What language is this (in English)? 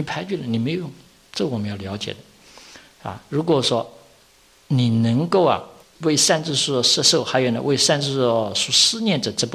Chinese